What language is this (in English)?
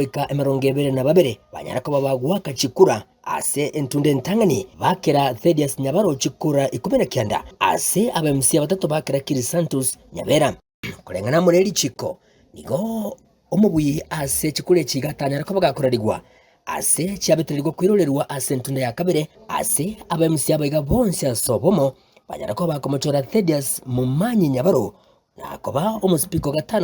Gusii